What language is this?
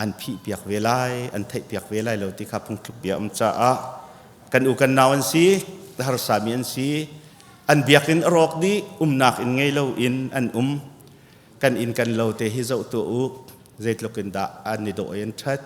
Hakha Chin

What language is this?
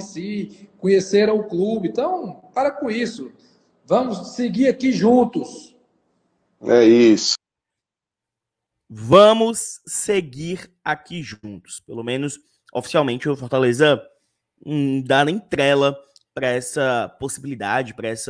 Portuguese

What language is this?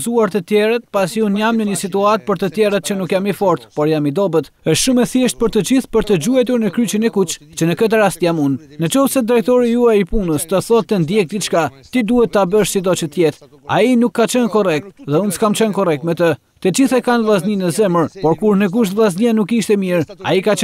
Albanian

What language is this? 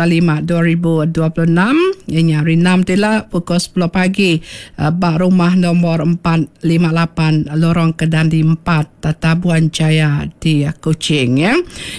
Iban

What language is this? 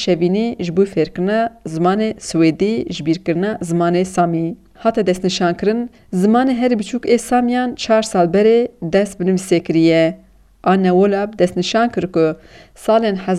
Kurdish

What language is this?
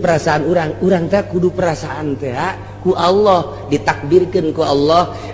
Sundanese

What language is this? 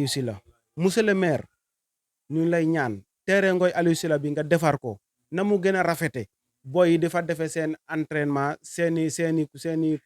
Wolof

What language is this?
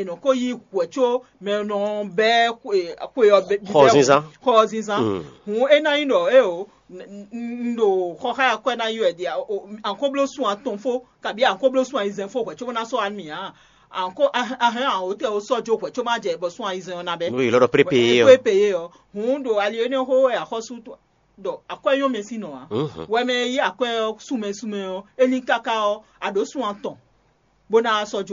Fon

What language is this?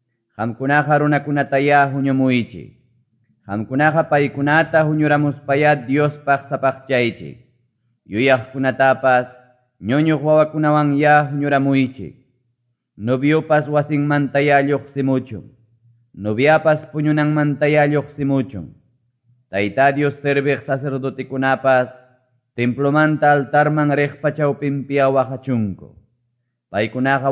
Quechua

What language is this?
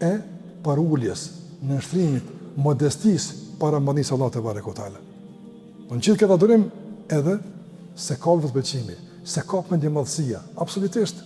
Albanian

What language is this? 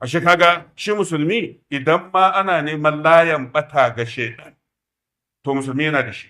Hausa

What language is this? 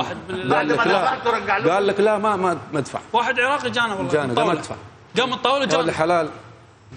Mesopotamian Arabic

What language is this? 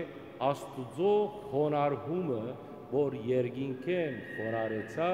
Western Armenian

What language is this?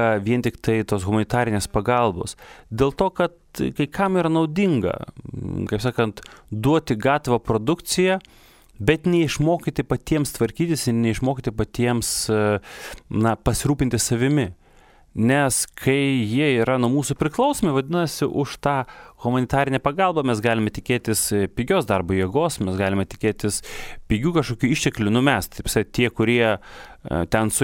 Lithuanian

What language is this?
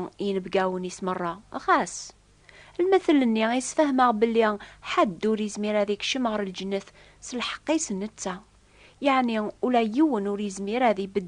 Kabyle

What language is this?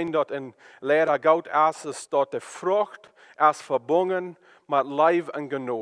Plautdietsch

